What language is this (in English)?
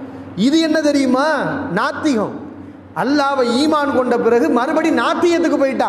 Tamil